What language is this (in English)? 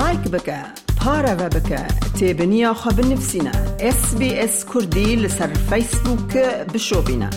Kurdish